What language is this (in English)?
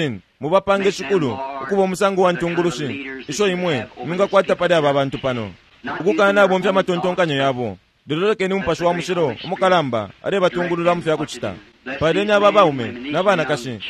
Bemba